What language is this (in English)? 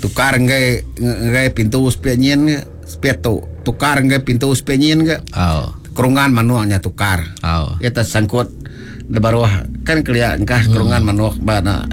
Iban